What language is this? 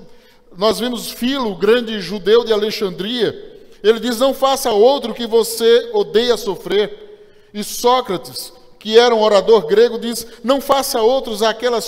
Portuguese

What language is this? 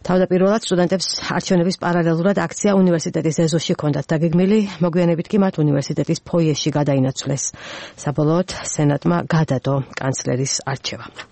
Georgian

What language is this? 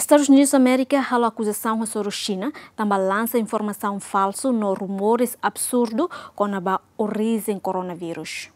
Tetum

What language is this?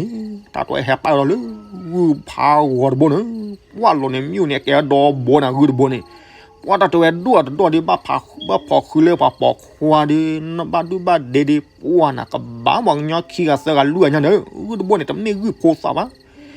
S'gaw Karen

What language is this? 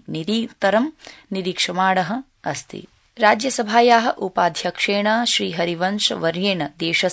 Sanskrit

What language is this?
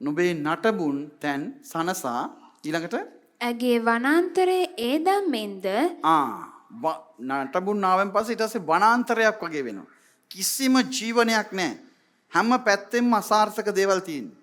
Sinhala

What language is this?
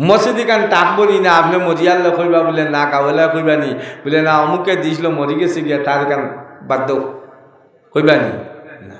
Sylheti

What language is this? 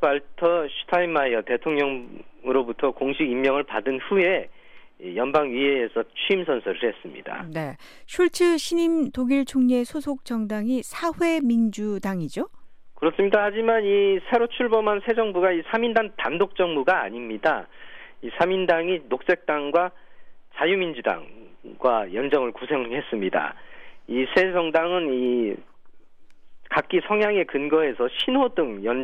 Korean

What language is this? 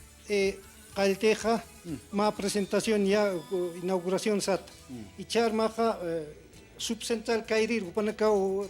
Aymara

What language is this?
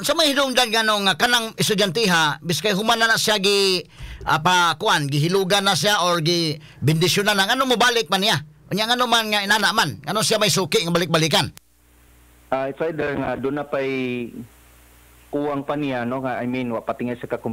Cebuano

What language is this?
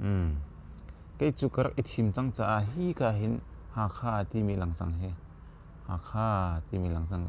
Hakha Chin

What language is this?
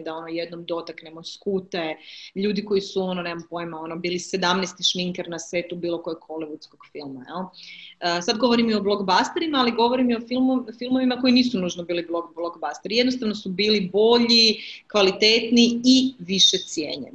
Croatian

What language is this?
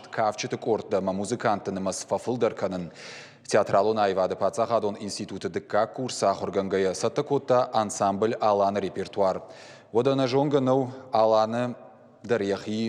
Ossetic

